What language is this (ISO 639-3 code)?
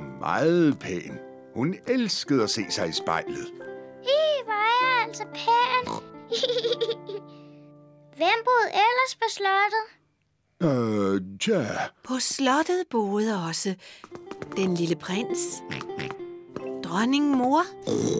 dan